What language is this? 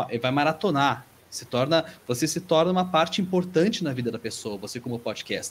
Portuguese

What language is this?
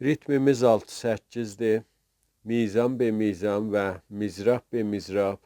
South Azerbaijani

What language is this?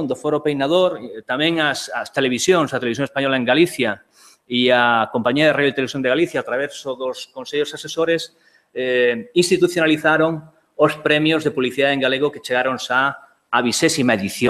Galician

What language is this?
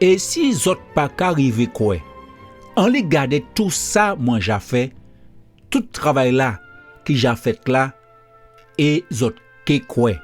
Guadeloupean Creole French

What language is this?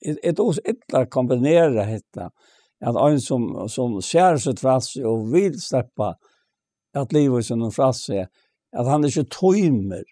Faroese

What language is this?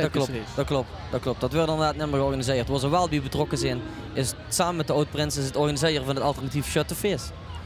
Limburgish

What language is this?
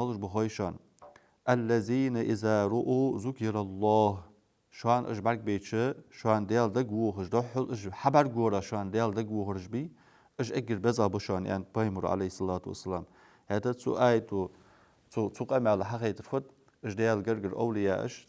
Ingush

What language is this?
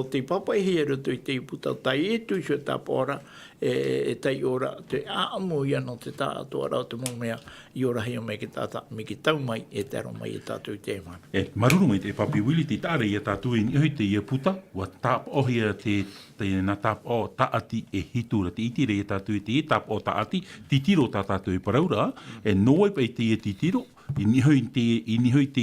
Tahitian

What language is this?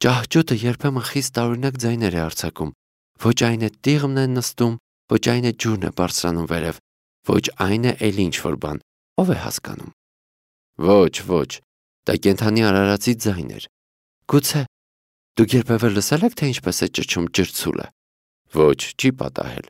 Armenian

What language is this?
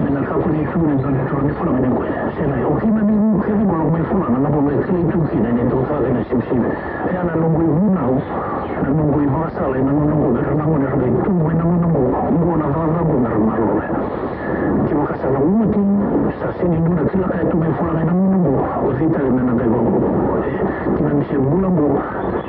Fijian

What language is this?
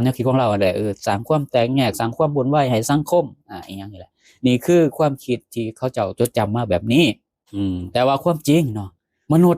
Lao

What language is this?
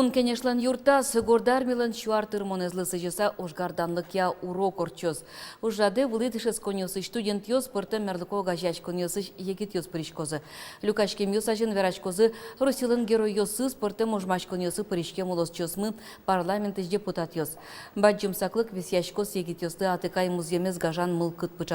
Udmurt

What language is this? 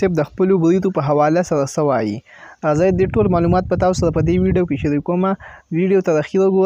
Pashto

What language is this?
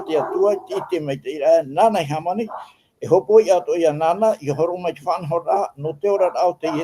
Tahitian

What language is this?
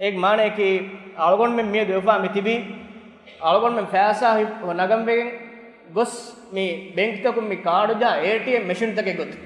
Divehi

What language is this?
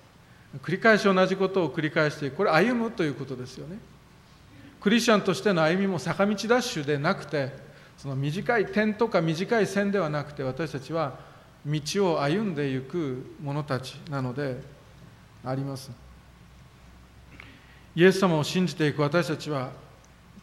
Japanese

